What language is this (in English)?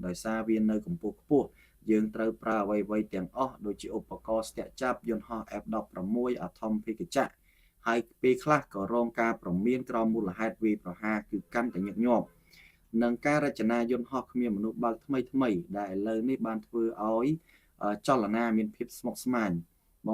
Khmer